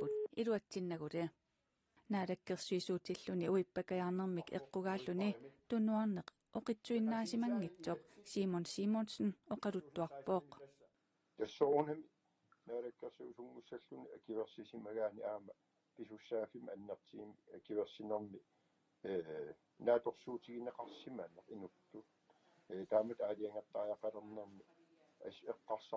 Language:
Kalaallisut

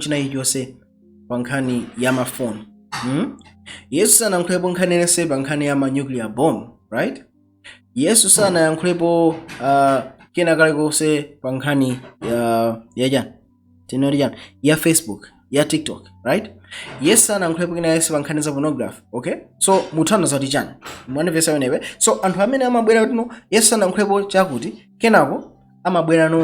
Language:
Nyanja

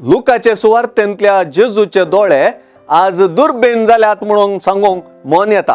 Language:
Konkani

